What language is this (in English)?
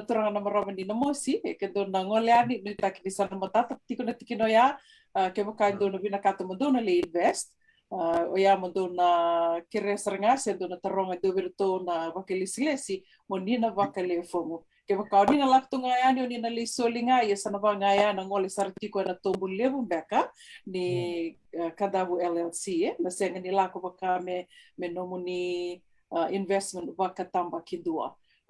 Fijian